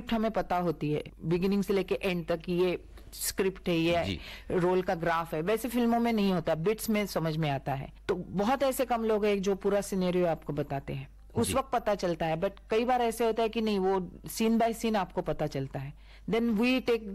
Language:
Hindi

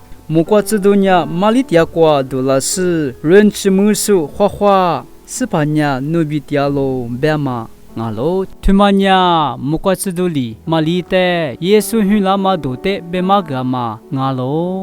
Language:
Lisu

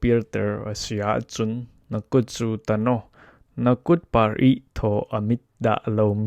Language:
Falam Chin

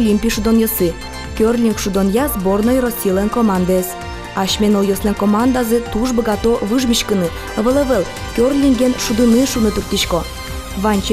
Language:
Udmurt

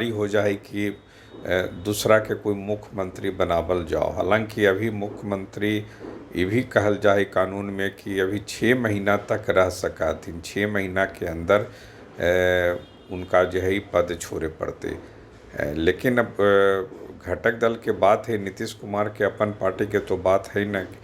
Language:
Magahi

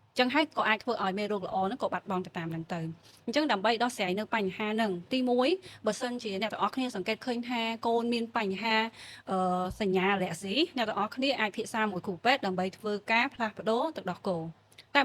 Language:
Khmer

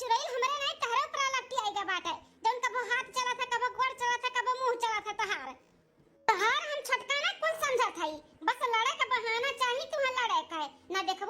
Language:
Awadhi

